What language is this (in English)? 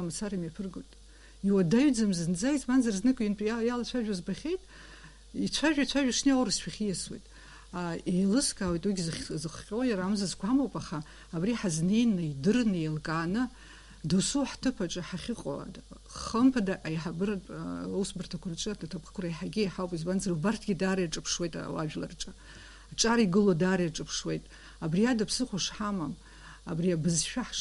Abkhazian